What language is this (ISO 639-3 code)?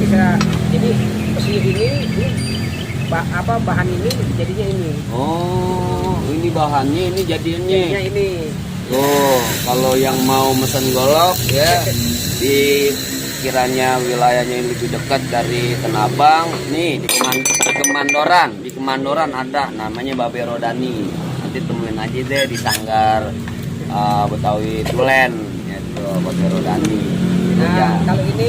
bew